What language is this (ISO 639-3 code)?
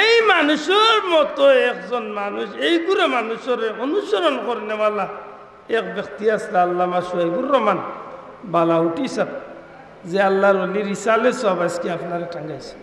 syl